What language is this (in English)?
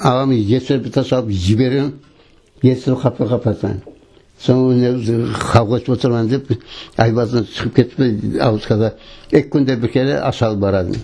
Crimean Tatar